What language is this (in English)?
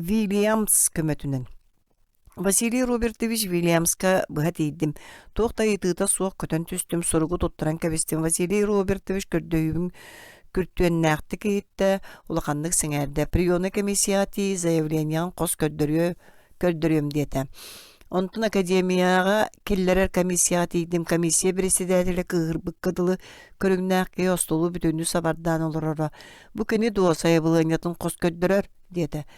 Yakut